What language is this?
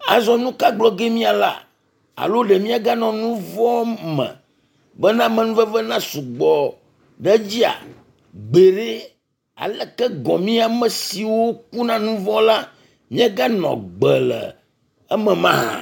Ewe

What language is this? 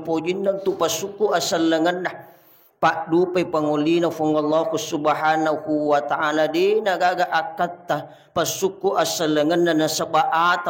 Buginese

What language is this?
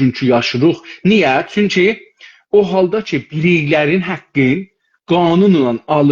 South Azerbaijani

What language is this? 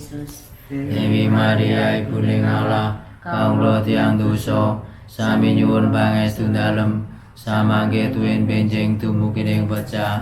Javanese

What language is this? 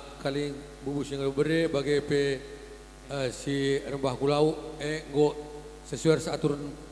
Batak Karo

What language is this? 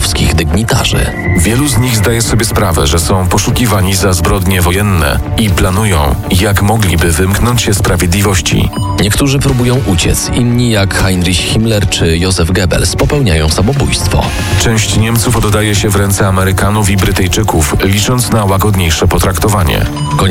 Polish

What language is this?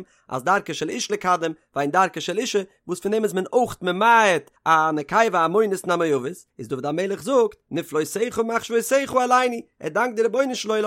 Yiddish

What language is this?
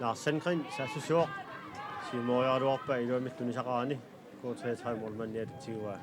Kalaallisut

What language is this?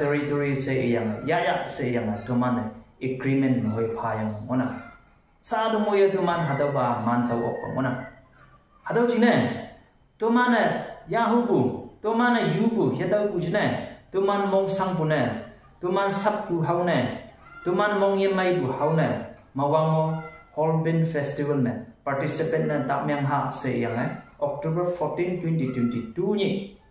Konyak Naga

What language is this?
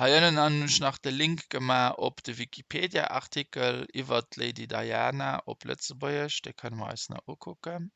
Luxembourgish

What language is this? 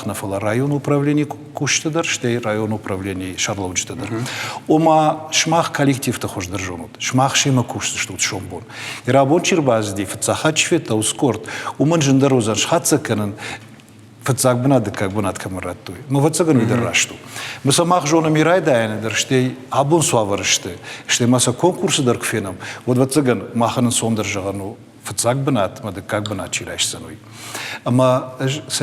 Ossetic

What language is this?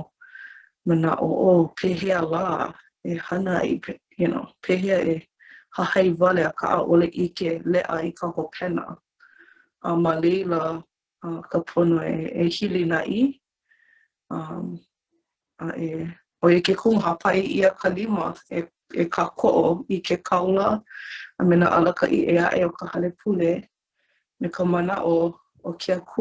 Hawaiian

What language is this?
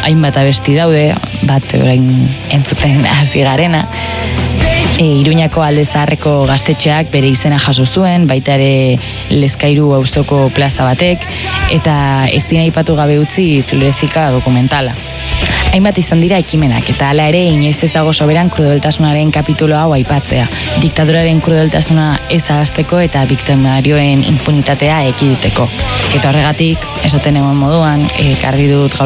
Basque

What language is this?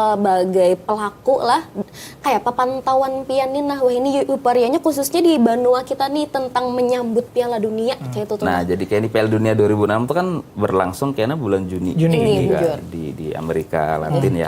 Banjar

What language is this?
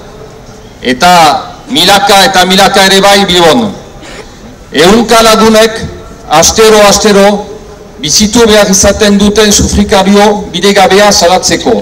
Basque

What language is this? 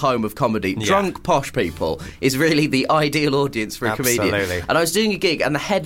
English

